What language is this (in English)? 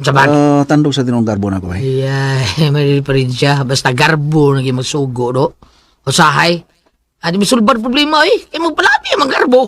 Cebuano